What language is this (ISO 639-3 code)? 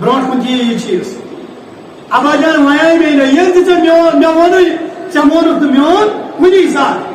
kas